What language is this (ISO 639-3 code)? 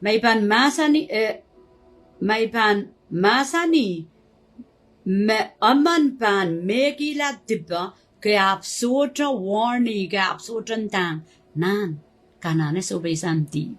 pon